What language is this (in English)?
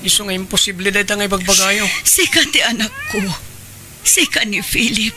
Iloko